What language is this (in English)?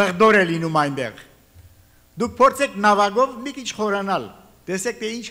Armenian